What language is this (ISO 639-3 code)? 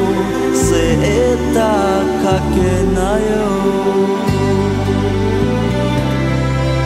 jpn